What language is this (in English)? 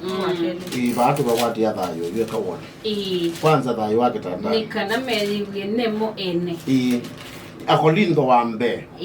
Kamba